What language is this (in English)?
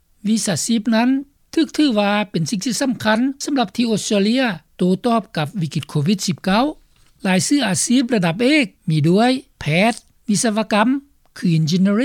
Lao